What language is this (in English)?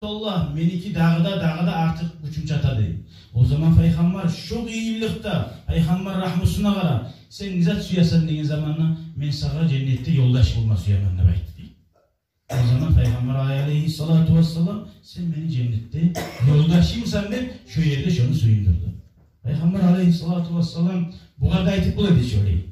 Kumyk